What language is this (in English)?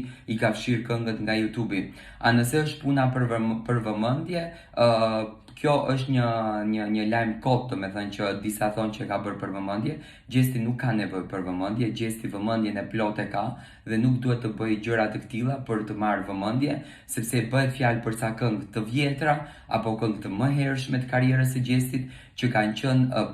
Albanian